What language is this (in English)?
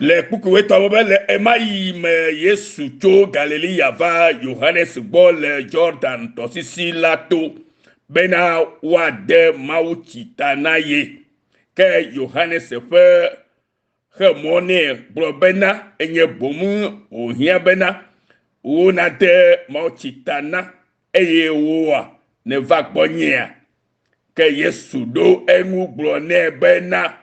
Ewe